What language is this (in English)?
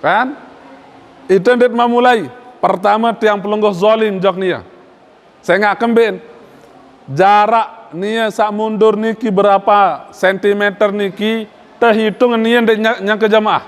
Sasak